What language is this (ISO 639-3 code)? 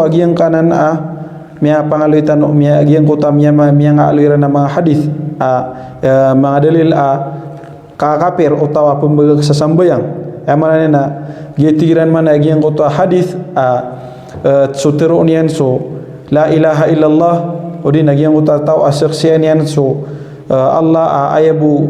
mrw